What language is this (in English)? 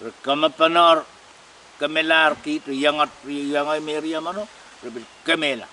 Pohnpeian